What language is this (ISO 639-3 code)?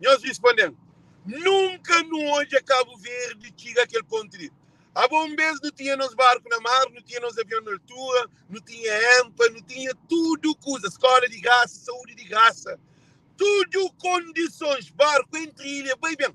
kea